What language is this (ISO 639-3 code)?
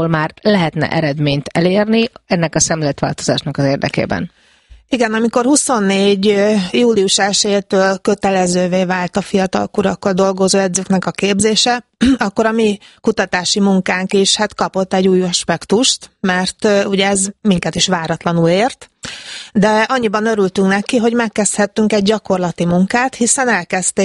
hun